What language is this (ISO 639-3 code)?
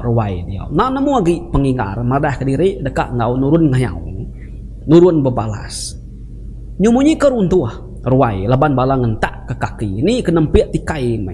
iba